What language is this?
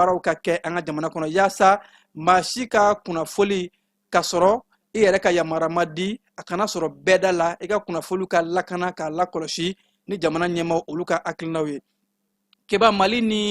Bambara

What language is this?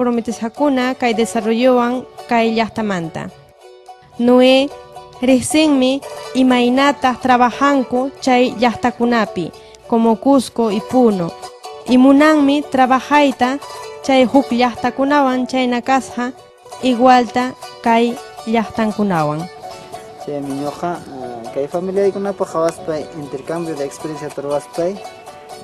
Ayacucho Quechua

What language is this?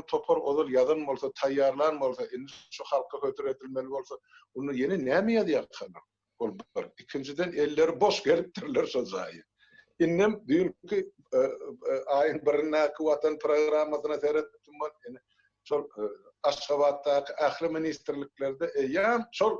Turkmen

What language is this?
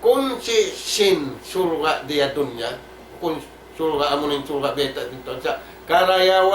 Tausug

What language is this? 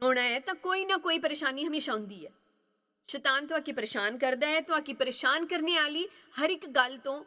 Dogri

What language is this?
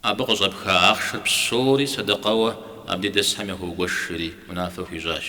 Kabardian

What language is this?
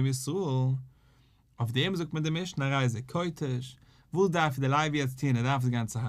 Yiddish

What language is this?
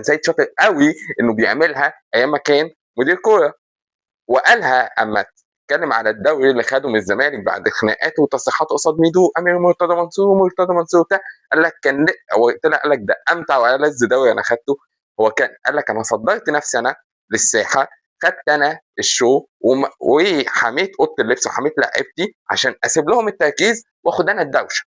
Egyptian Arabic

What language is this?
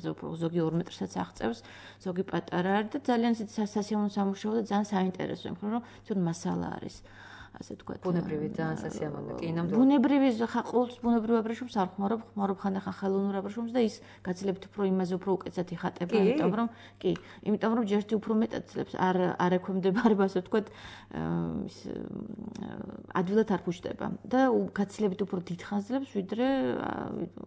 Georgian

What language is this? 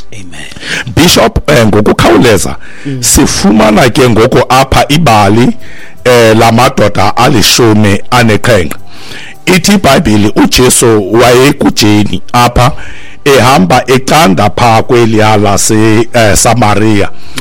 Xhosa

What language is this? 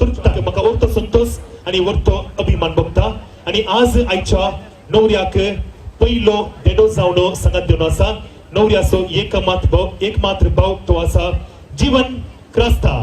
Konkani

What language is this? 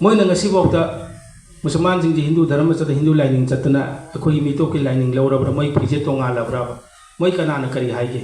Manipuri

